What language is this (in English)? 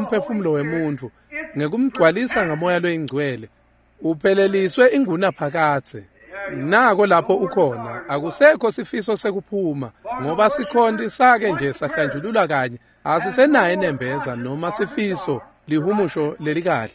Swati